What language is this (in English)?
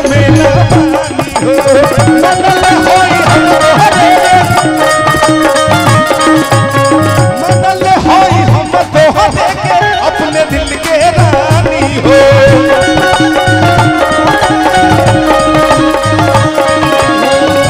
Bhojpuri